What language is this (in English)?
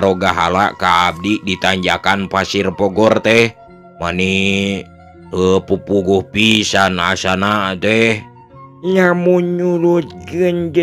Sundanese